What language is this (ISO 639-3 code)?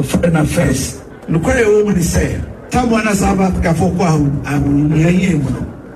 aka